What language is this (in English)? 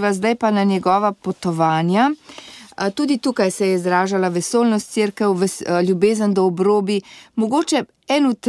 Slovenian